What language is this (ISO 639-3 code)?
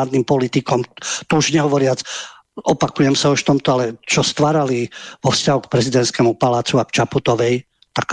slk